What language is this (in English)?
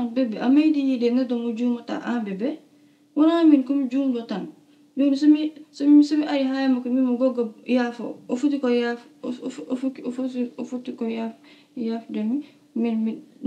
Fula